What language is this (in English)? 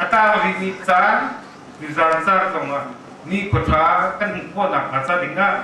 Hakha Chin